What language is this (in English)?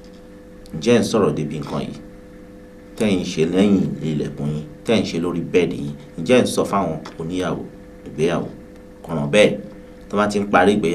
Yoruba